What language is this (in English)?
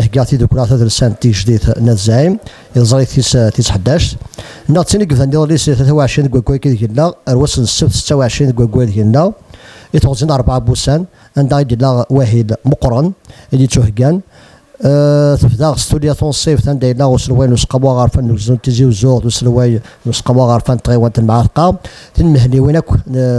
Kabyle